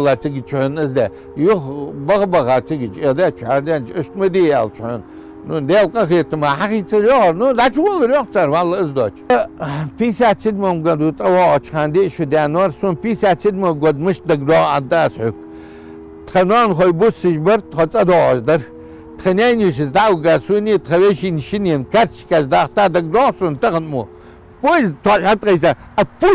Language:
Ingush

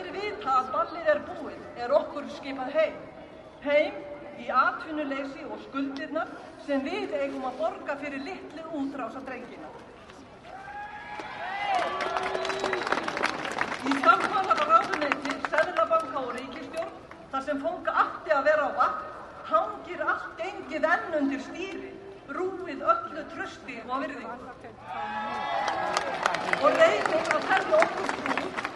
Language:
Icelandic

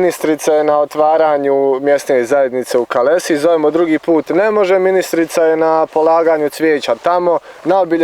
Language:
Bosnian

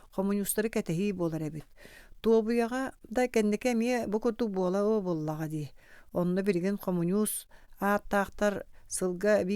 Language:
Yakut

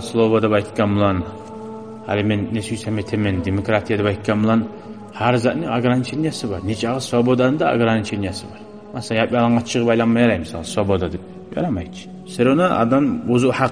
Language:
Kumyk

